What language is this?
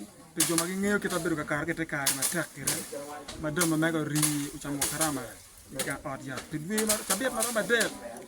Acoli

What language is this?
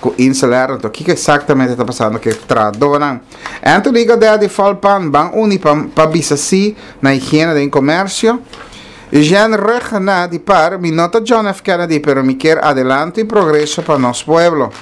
Papiamento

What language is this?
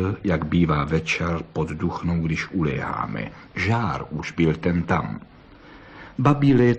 Czech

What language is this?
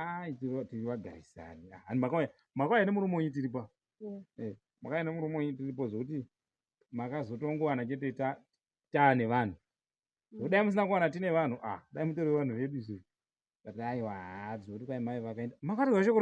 Shona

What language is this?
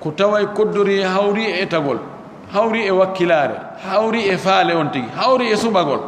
Fula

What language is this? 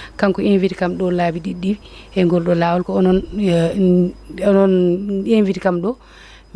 Fula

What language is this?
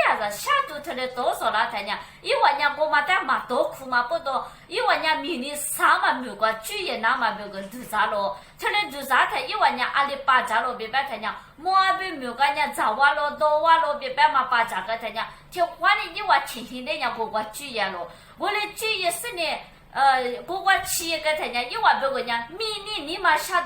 Lisu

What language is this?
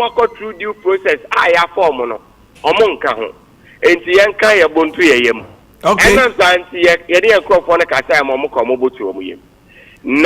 Akan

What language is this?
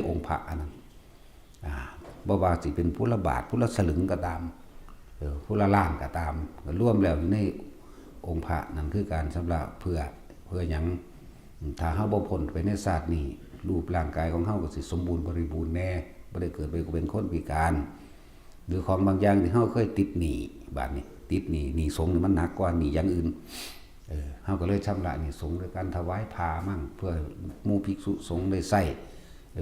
Northeastern Thai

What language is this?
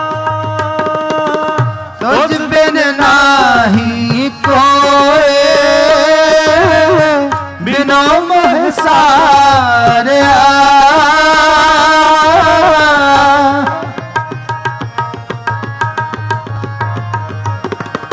Punjabi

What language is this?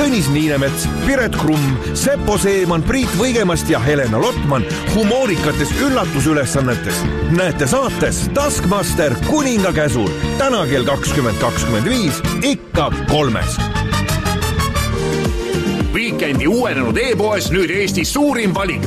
Estonian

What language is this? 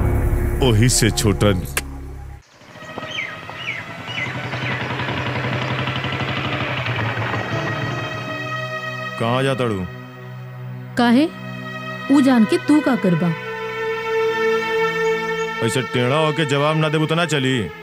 Bhojpuri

